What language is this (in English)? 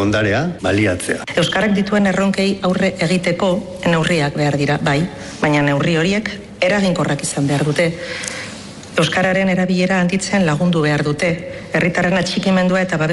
Basque